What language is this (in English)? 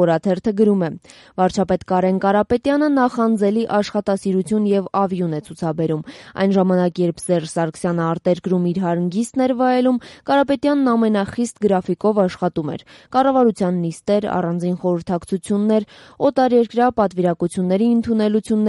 Armenian